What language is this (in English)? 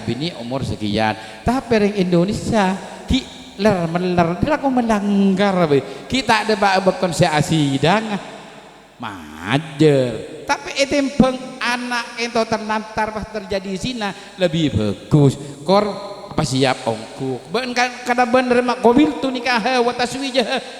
Madurese